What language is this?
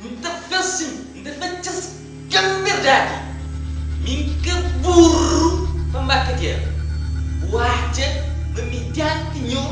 Kabuverdianu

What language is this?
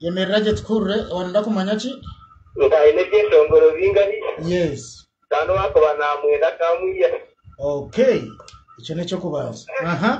Nyankole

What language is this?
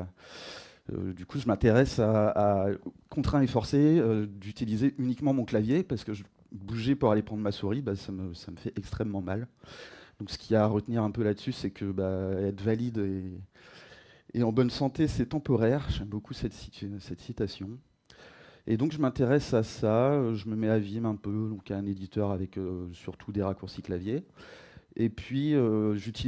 French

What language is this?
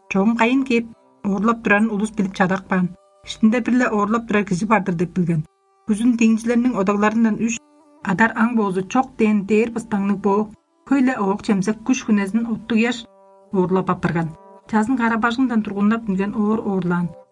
Tuvinian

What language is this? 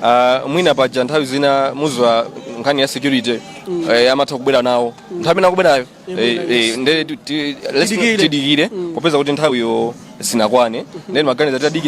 Nyanja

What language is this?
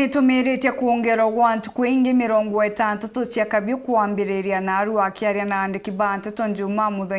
Meru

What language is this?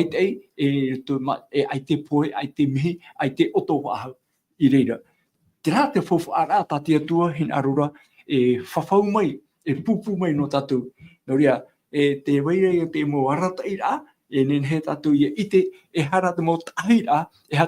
Tahitian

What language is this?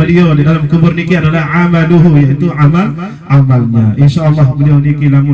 Sasak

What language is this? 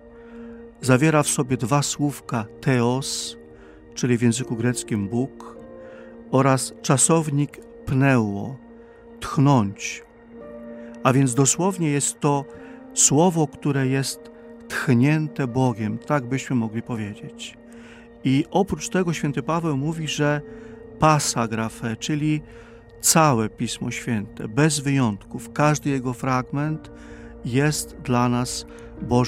Polish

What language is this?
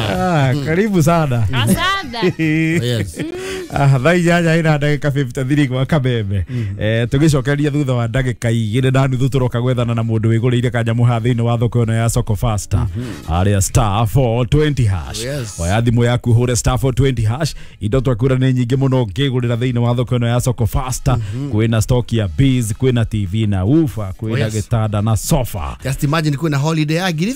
Kikuyu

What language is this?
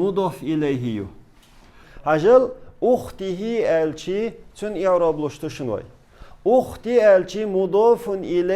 Chechen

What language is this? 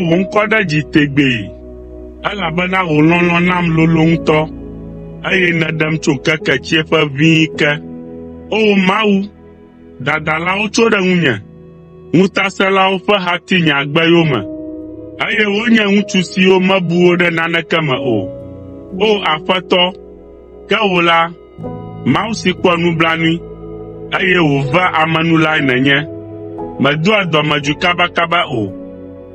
Ewe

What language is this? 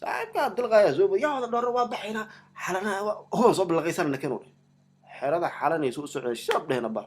Somali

